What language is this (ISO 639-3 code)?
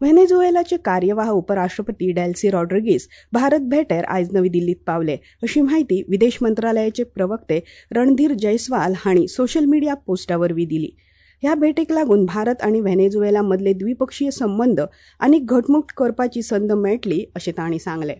kok